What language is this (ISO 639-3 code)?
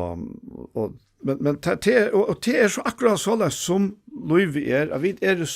fao